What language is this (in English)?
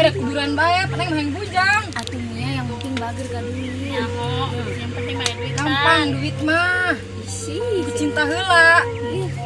Sundanese